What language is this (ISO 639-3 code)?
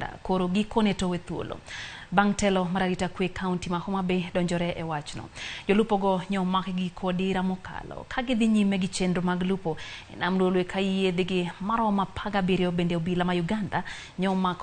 luo